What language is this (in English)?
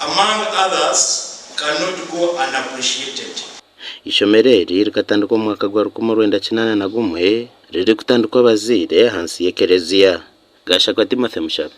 Nyankole